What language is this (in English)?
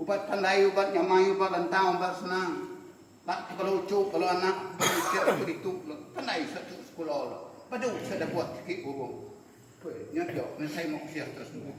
Iban